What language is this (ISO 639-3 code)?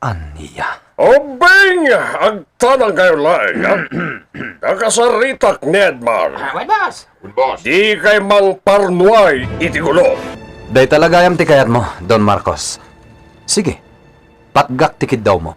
ilo